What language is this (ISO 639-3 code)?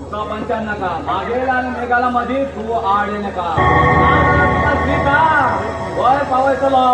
kok